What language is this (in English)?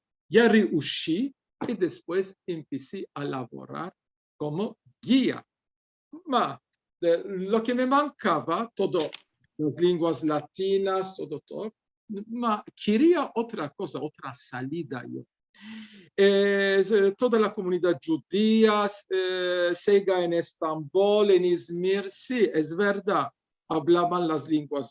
Ladino